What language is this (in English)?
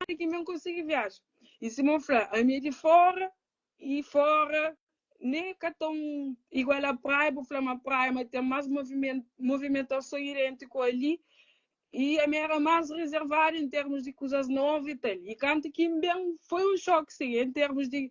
Kabuverdianu